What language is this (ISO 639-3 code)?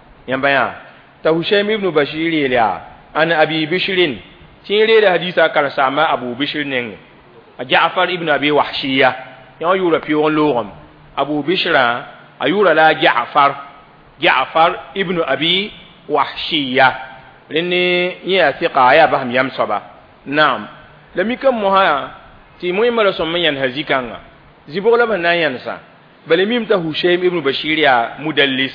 mos